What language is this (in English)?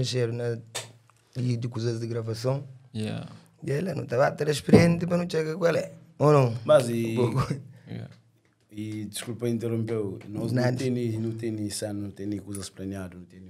Kabuverdianu